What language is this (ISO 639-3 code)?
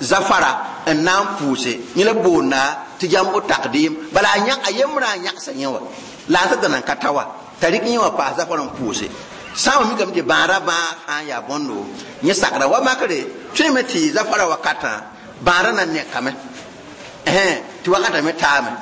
mos